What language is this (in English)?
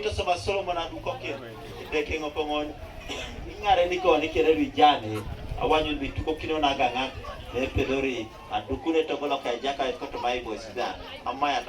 Teso